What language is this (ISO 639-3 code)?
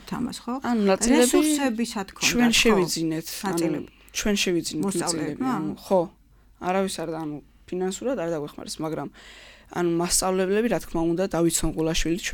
kat